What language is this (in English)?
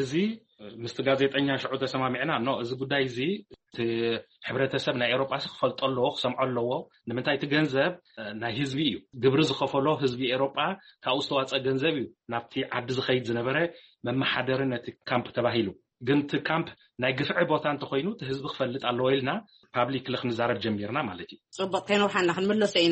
Tigrinya